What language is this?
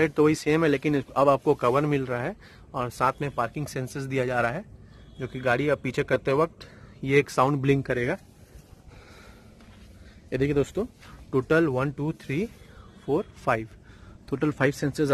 Hindi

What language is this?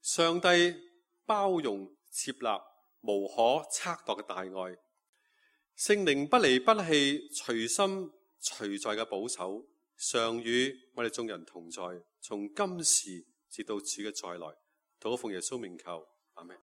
Cantonese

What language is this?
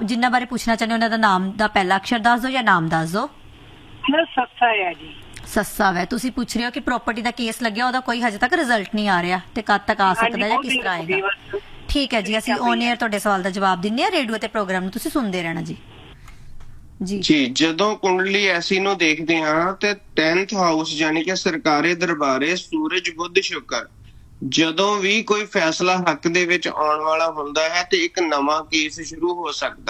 Punjabi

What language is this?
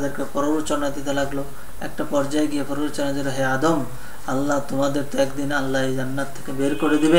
Bangla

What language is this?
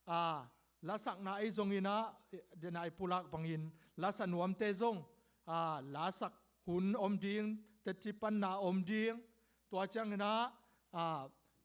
Tedim Chin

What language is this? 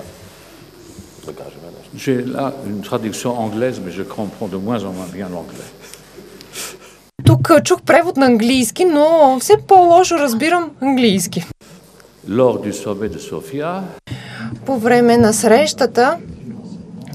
Bulgarian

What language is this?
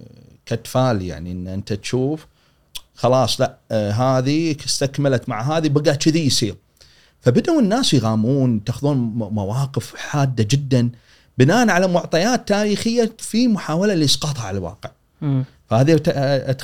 Gulf Arabic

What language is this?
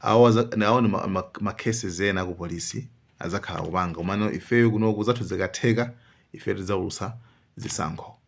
Nyanja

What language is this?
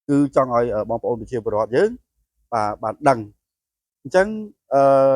Khmer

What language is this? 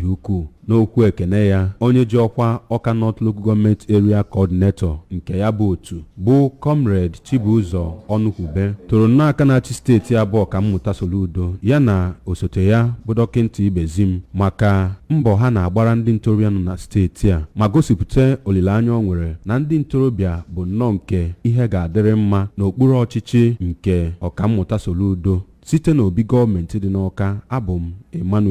Igbo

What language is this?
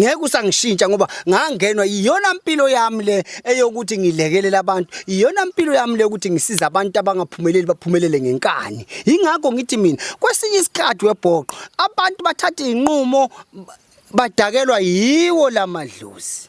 Zulu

